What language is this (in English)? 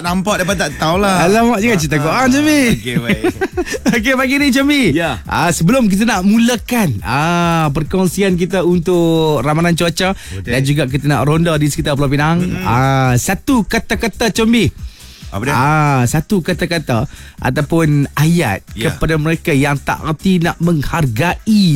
Malay